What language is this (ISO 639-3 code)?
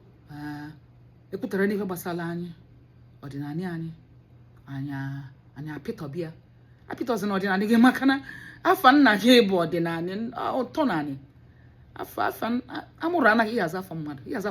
ibo